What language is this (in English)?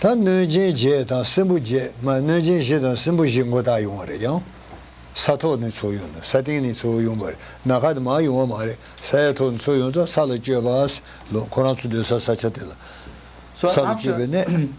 Tibetan